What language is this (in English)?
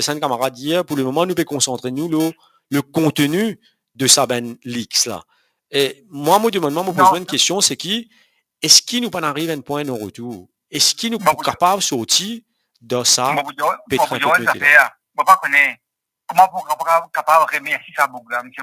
Morisyen